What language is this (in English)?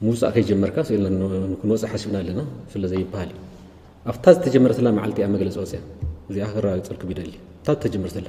Tigrinya